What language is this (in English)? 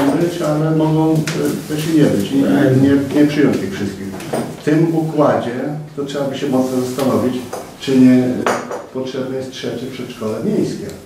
Polish